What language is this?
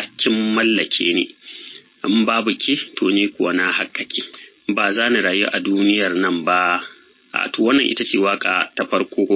Hausa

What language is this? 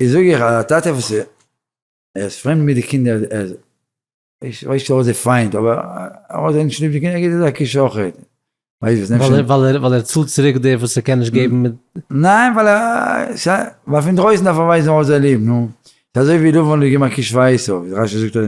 Yiddish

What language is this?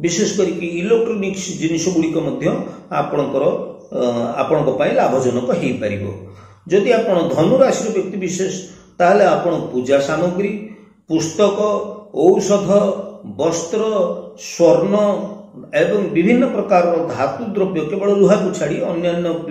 Odia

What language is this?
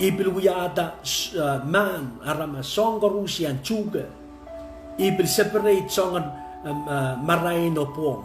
Pohnpeian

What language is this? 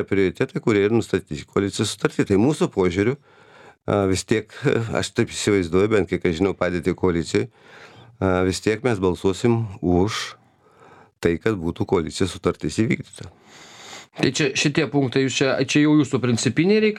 Lithuanian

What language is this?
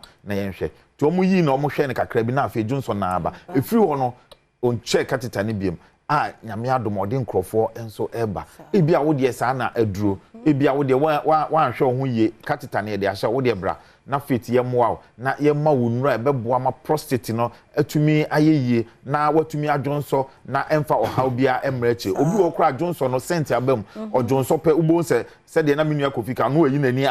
Akan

